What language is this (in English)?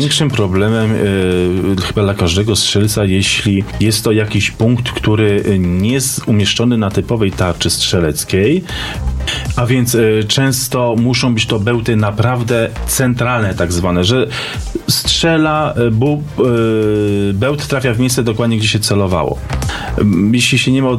Polish